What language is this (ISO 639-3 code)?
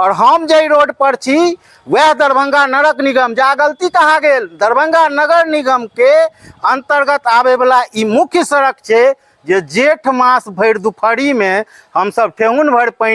mai